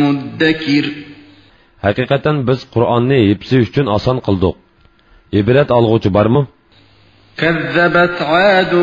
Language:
Uyghur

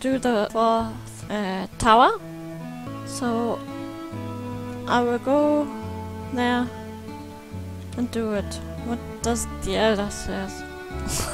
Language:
English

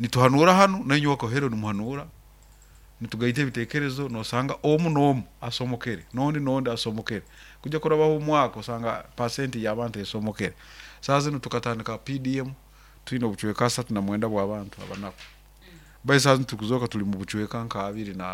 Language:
Nyoro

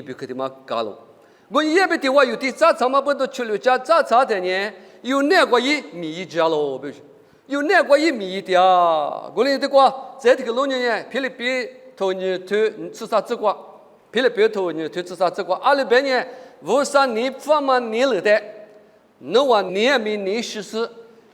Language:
Lisu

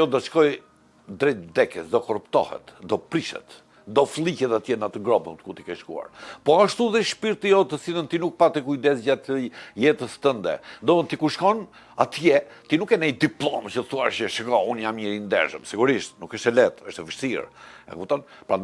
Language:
Albanian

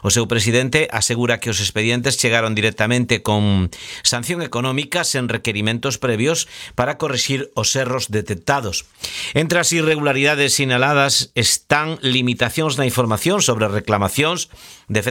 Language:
Galician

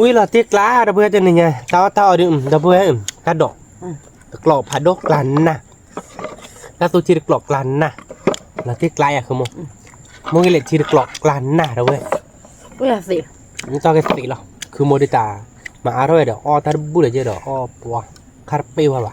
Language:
S'gaw Karen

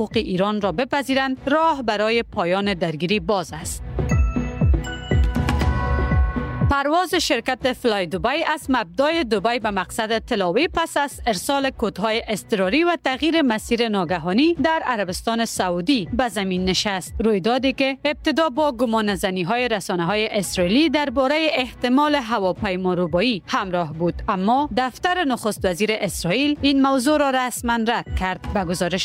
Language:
Persian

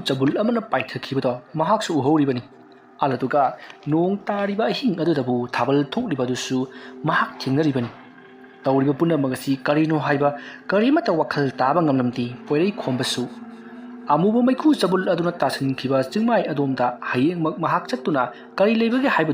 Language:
Manipuri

